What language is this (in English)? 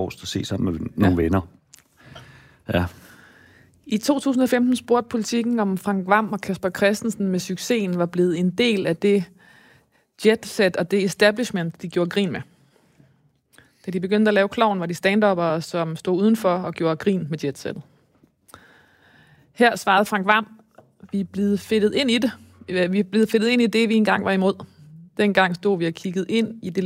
Danish